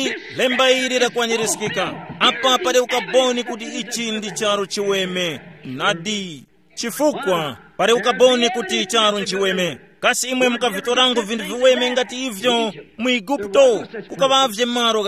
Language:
Tumbuka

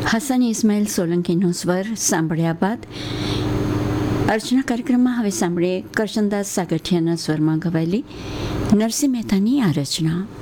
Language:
Gujarati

